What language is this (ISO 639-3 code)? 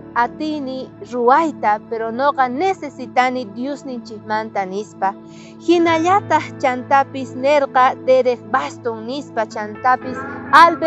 quh